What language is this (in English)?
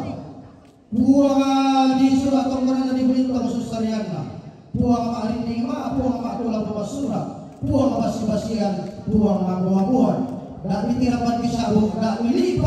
Toraja-Sa'dan